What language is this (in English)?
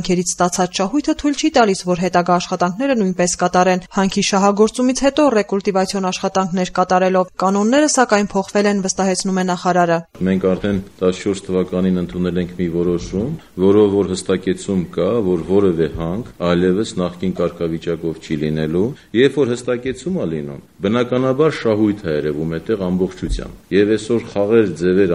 Armenian